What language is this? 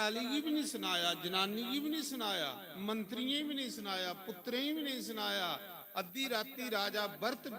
Dogri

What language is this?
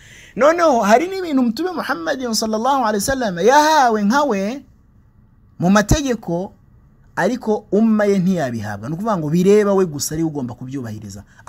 Kinyarwanda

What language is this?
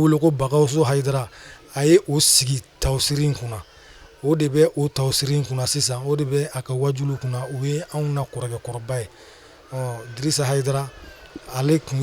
Bambara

